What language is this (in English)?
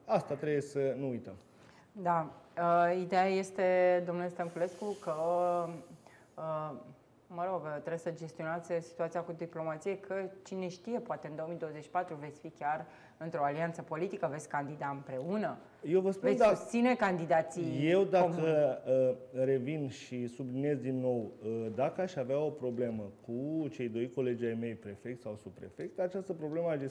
Romanian